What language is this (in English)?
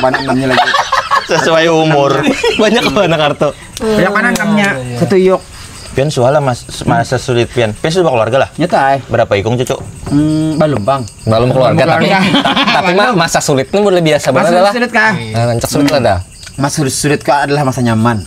Banjar